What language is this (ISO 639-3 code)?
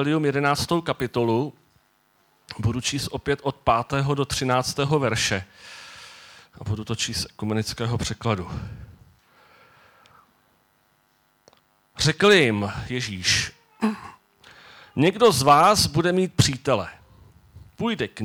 ces